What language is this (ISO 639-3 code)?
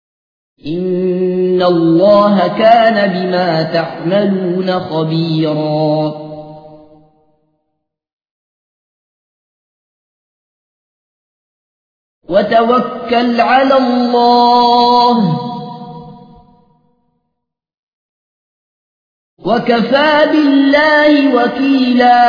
ara